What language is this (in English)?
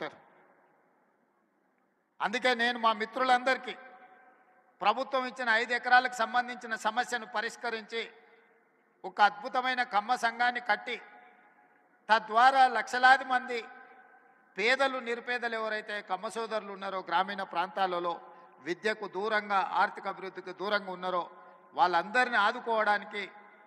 Telugu